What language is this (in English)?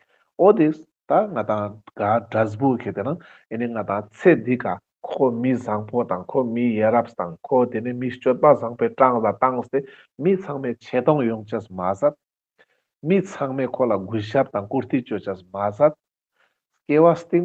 Ladakhi